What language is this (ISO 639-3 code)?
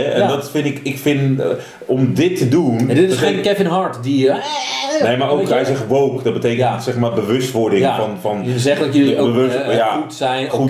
nld